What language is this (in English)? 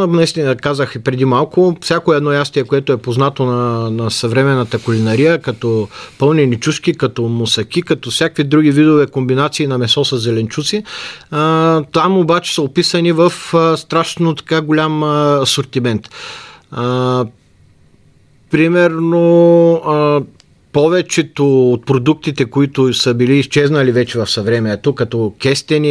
Bulgarian